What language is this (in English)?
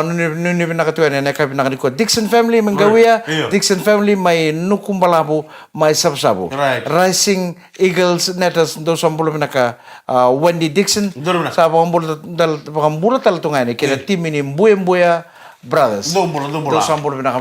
Fijian